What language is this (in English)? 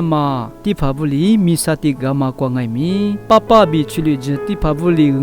Lisu